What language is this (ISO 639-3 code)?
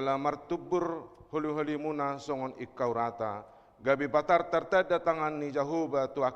bbc